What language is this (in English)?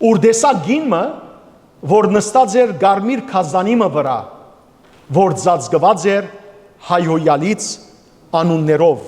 Western Armenian